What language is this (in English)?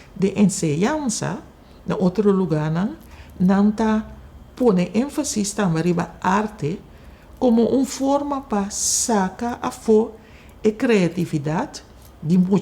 Papiamento